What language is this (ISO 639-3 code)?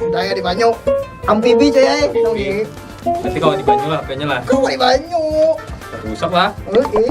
bjn